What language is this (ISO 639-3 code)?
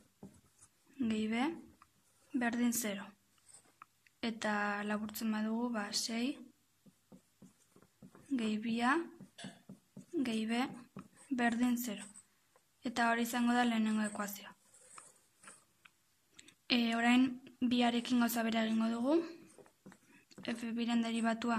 eus